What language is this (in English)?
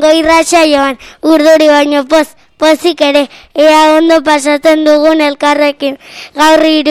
Basque